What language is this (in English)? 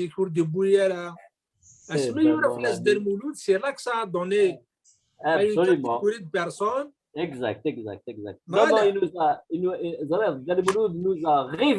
Kabyle